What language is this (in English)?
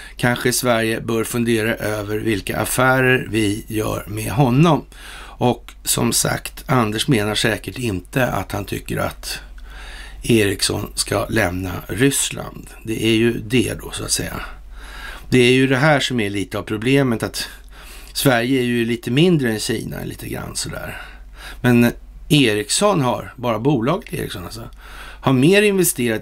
Swedish